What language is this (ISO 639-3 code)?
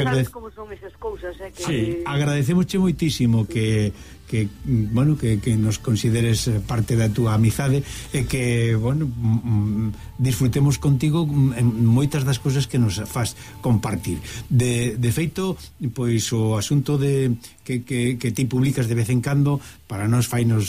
glg